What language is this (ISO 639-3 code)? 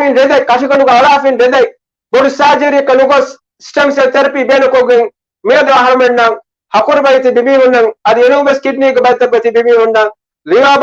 div